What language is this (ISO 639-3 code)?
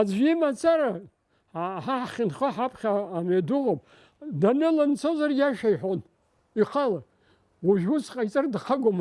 abk